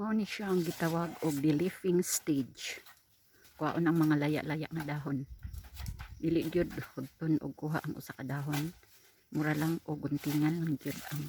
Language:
Cebuano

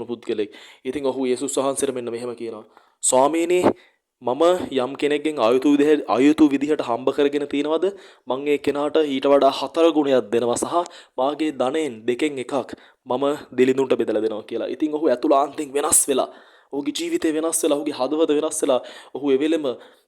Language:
Sinhala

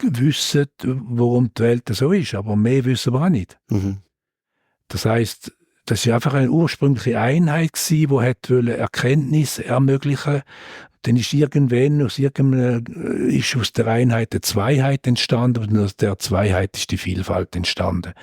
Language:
Swiss German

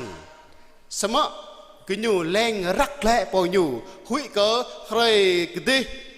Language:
Jarai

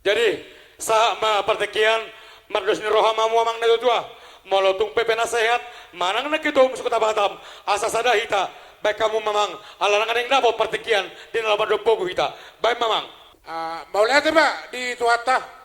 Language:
Batak Toba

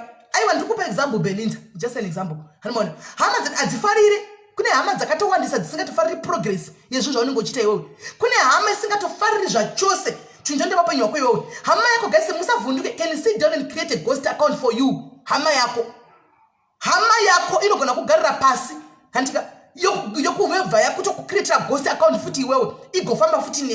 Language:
Shona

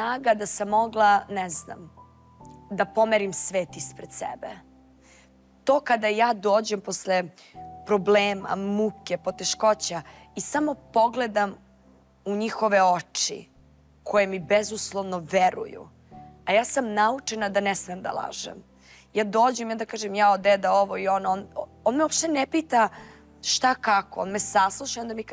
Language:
Serbian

